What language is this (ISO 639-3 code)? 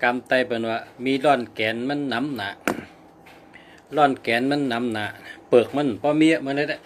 shn